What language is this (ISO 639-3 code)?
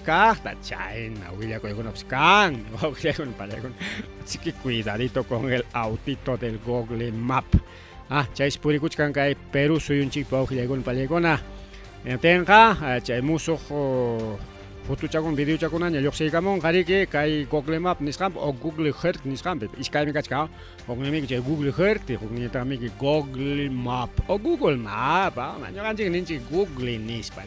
quy